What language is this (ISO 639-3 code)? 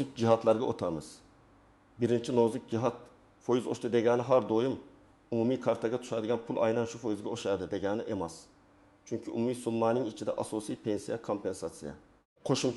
uzb